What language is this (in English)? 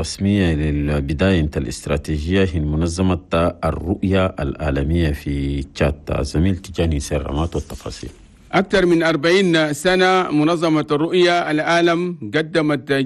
Chadian Arabic